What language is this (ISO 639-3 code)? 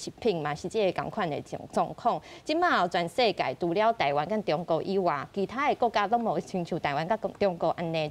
nan